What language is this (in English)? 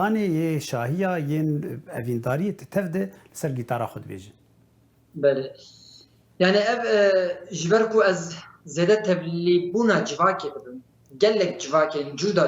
Kurdish